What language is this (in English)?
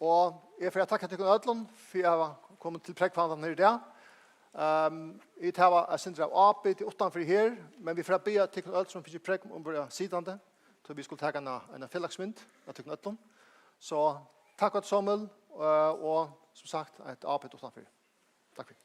Faroese